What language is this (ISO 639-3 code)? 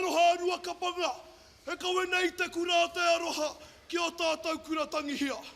mri